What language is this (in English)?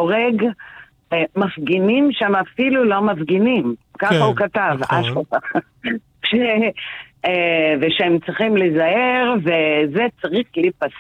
Hebrew